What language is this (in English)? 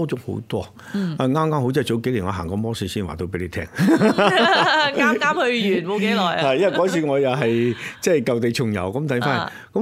Cantonese